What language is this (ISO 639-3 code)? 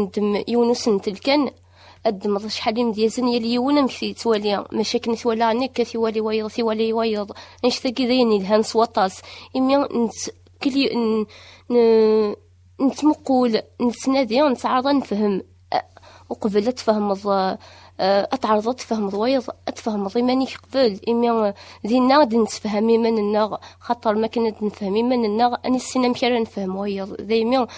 kab